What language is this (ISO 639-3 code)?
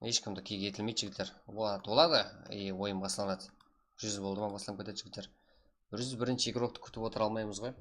kaa